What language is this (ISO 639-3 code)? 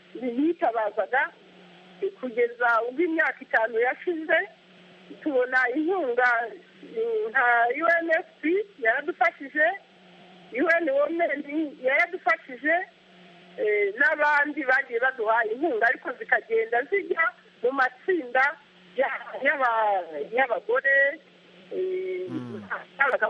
kin